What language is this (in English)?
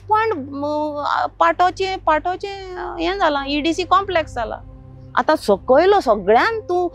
Konkani